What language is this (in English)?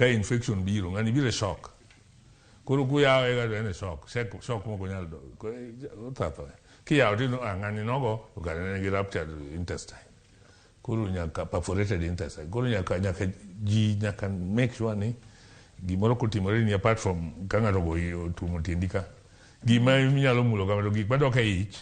Luo (Kenya and Tanzania)